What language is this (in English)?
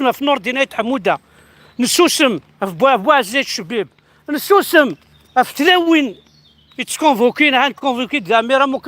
Kabyle